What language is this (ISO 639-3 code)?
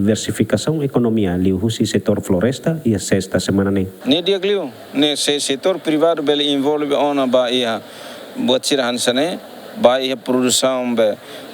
tet